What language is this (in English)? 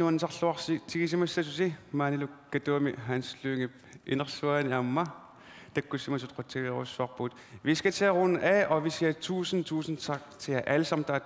Kalaallisut